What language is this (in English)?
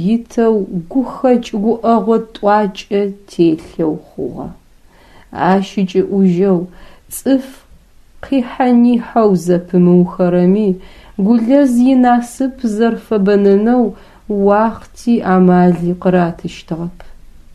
Adyghe